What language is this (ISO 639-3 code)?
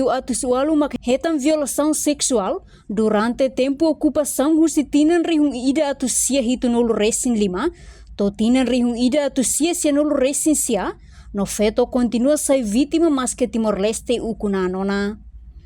tet